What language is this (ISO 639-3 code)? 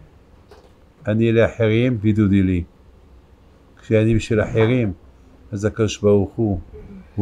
heb